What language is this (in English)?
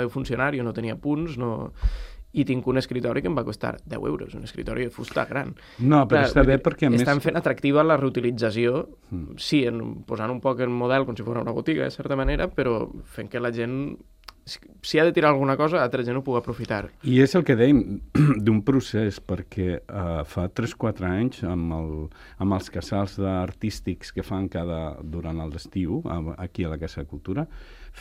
Catalan